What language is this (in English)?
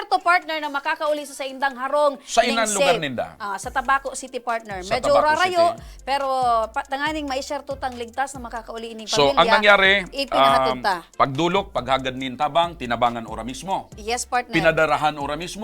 Bikol